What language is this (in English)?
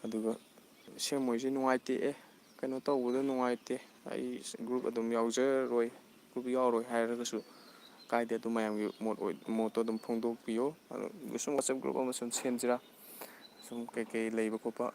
Manipuri